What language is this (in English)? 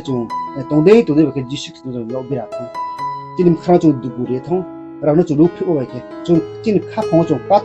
Riang (India)